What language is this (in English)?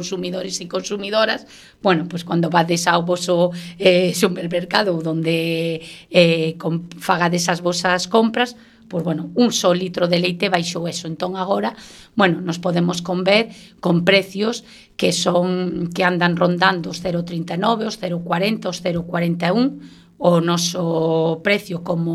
Galician